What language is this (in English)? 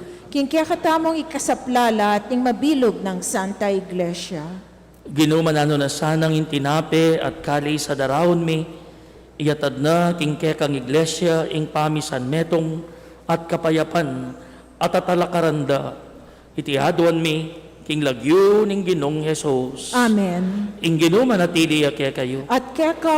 Pampanga